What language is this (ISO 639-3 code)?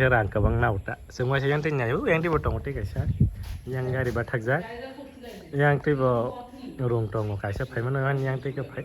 trp